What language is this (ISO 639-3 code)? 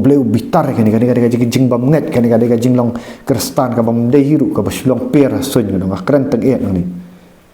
kha